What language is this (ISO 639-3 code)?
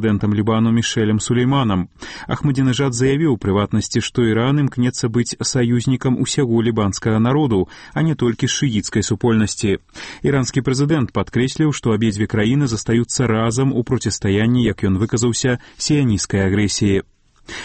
bel